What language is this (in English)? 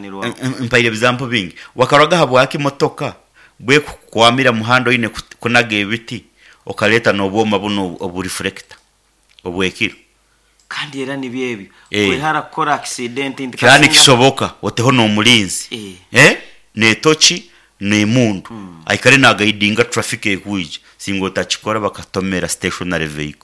Nyankole